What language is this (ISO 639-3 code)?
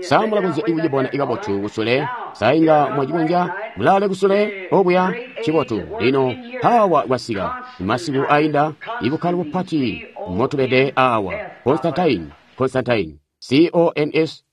toi